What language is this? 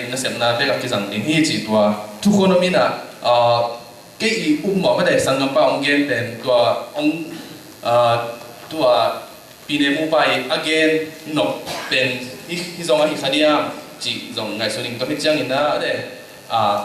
Tedim Chin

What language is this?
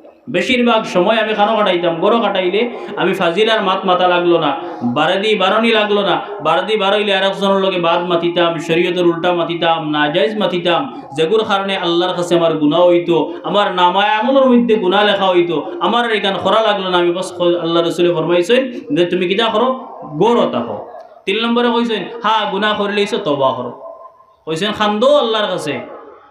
Sylheti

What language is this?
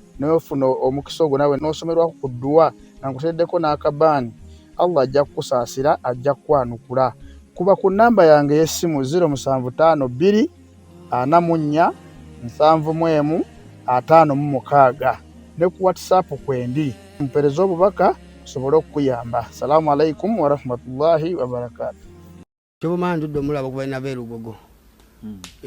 Ganda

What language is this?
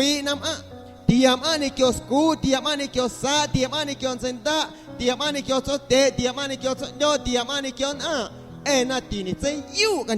Guerrero Amuzgo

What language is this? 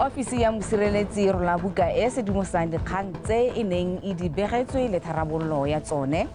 Tswana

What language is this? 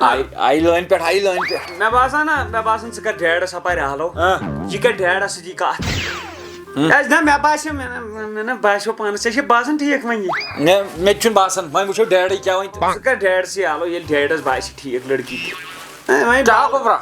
Kashmiri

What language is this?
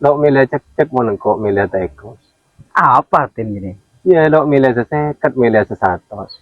Madurese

